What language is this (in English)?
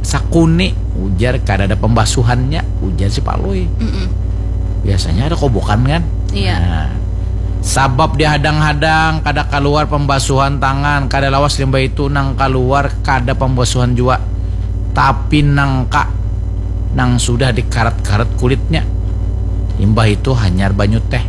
Banjar